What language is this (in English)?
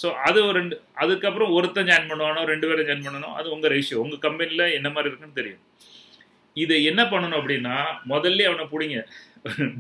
Tamil